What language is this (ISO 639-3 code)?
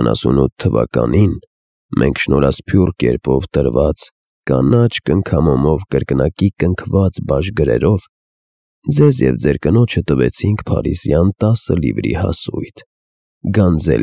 hye